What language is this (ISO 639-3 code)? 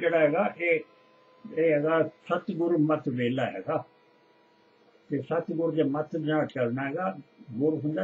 pan